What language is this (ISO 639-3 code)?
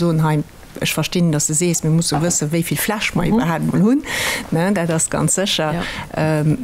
ltz